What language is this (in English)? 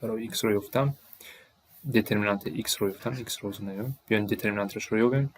Tajik